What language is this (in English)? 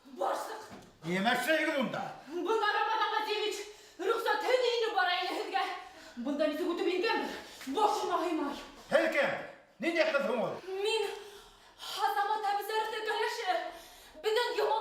Bashkir